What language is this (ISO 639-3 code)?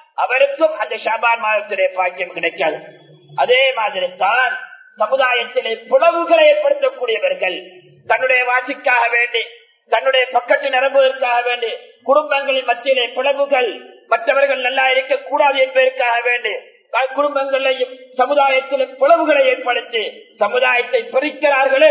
tam